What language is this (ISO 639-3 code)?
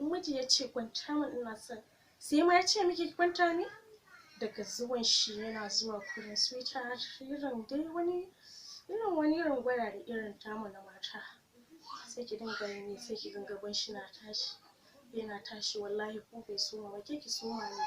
hau